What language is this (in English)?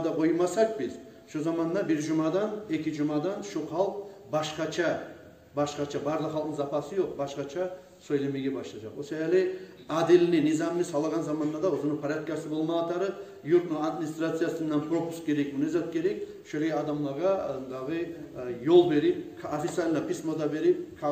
Kumyk